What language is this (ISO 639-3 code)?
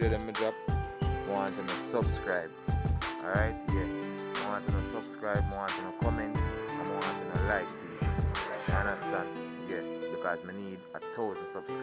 jam